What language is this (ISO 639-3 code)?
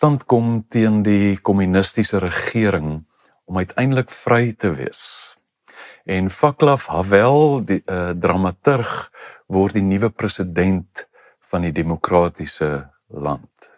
afr